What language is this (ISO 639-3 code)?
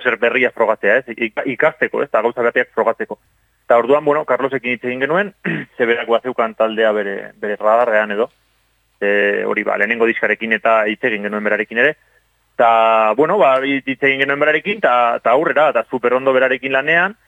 eus